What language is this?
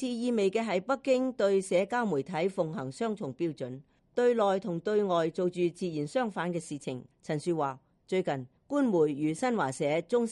Cantonese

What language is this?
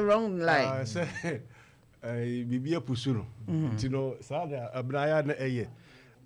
Akan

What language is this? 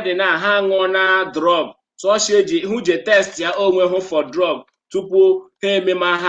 Igbo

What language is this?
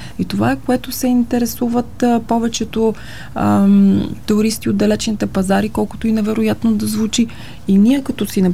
Bulgarian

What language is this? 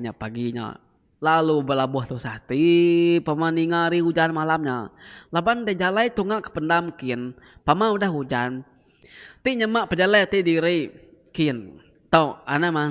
Iban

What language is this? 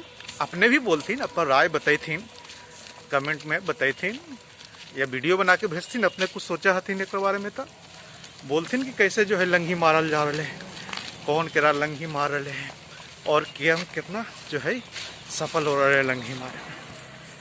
Magahi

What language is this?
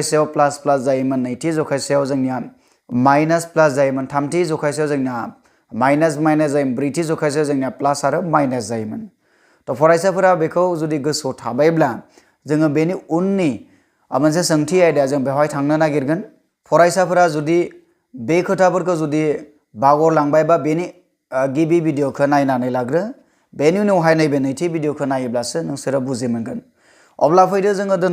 Bodo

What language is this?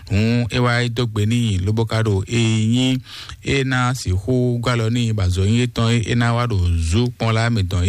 Fon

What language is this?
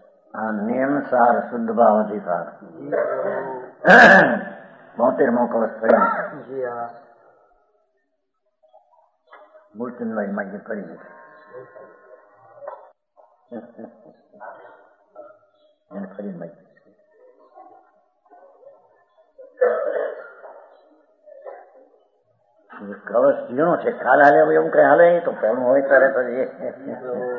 Gujarati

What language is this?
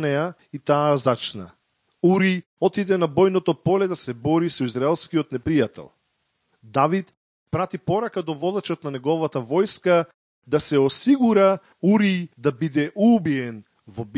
Macedonian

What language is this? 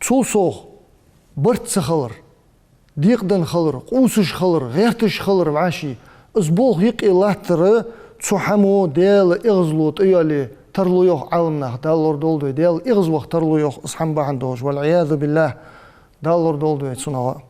Ingush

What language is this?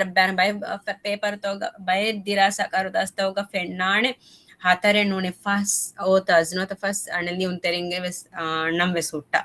Divehi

